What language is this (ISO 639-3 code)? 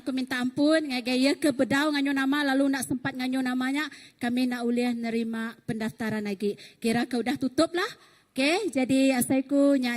iba